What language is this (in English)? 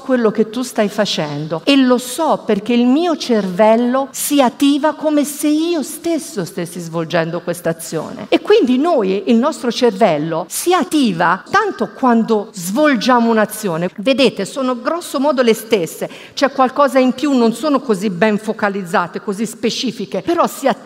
Italian